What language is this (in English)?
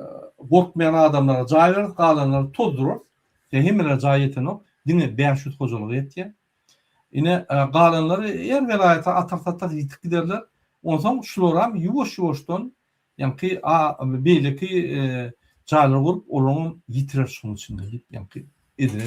Turkmen